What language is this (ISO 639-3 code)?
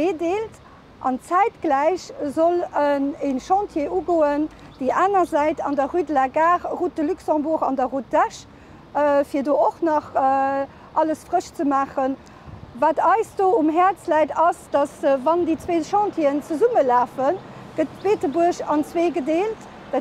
ltz